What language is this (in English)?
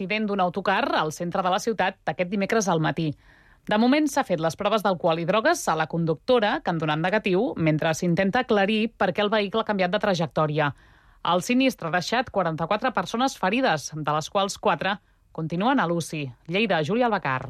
Catalan